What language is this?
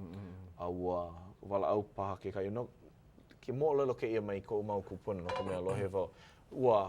Hawaiian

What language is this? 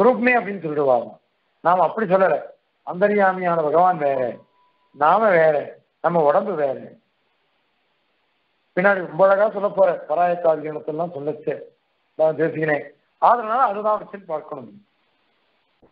Tamil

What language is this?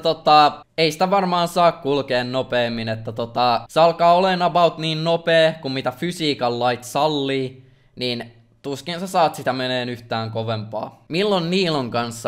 Finnish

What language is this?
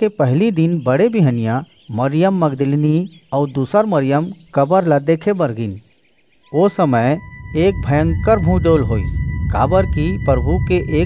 Chhattisgarhi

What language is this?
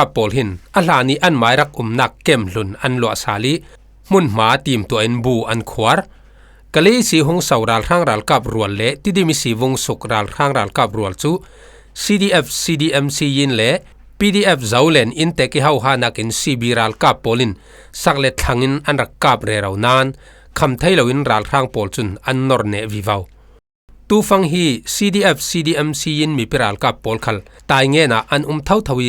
Falam Chin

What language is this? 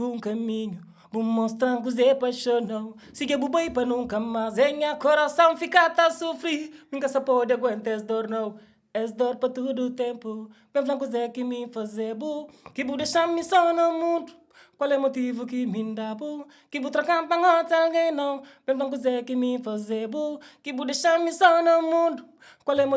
Kabuverdianu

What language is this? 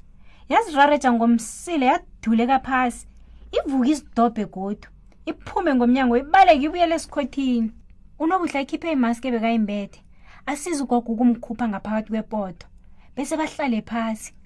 South Ndebele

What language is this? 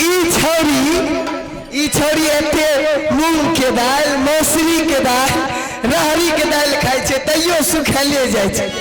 Maithili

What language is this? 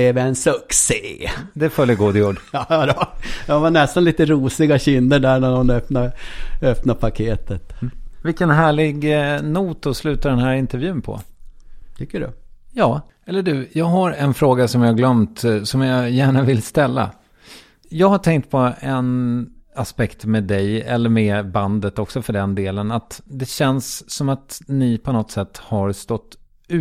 Swedish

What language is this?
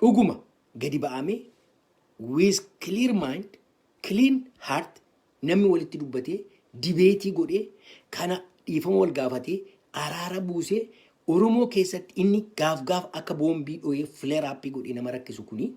Oromo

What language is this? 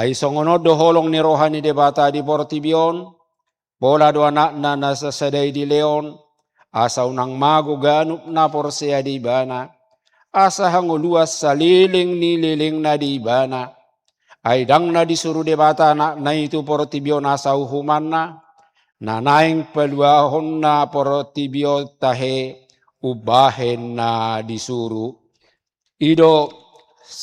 Batak Toba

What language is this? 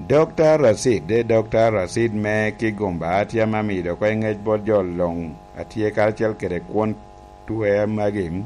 Lango (Uganda)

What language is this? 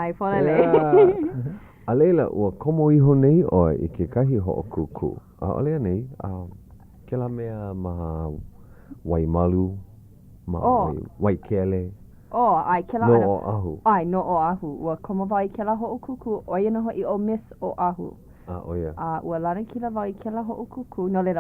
Hawaiian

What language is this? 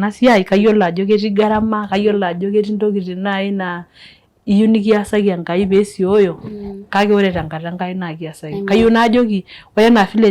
Masai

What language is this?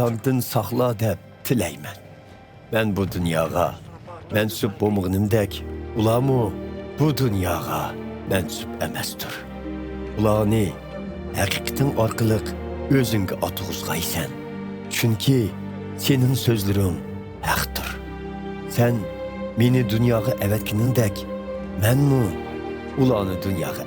Uyghur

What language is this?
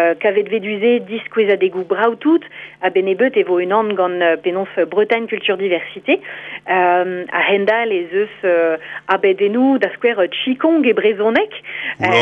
Breton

